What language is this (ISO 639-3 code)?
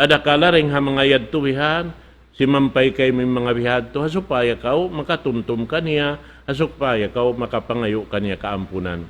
tsg